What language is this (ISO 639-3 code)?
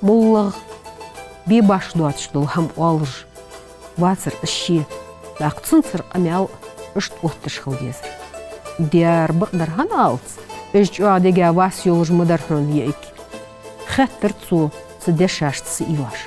inh